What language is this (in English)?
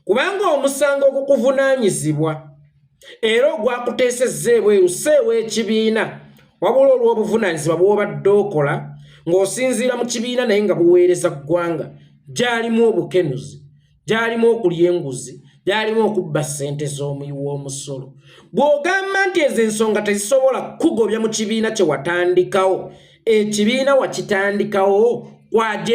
Ganda